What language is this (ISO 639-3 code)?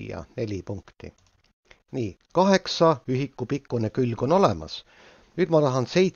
est